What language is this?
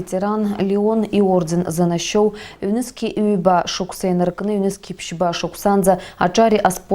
Abkhazian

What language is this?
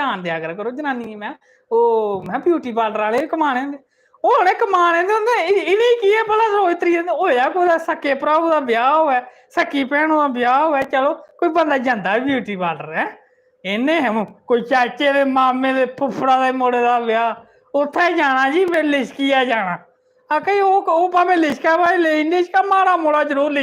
Dogri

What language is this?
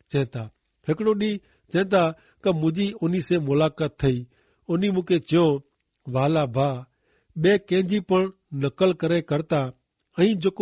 Kachhi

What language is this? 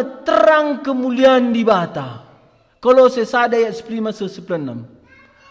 Batak Karo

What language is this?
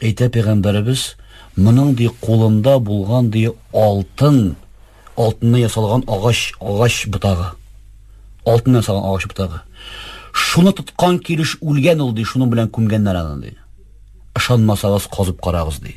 Tatar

